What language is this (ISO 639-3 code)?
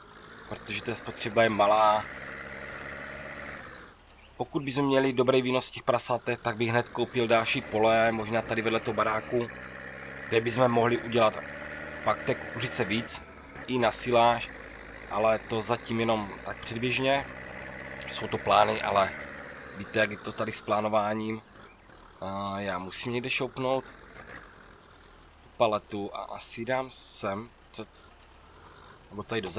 ces